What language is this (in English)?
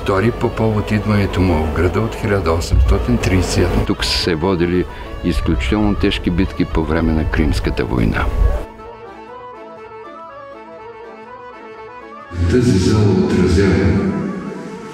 Bulgarian